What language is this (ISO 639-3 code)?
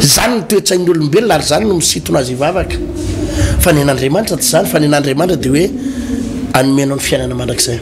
mlg